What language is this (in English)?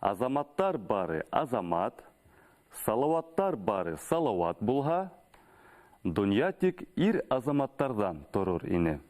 Bashkir